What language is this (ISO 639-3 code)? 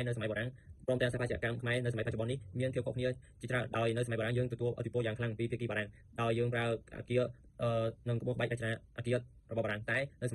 khm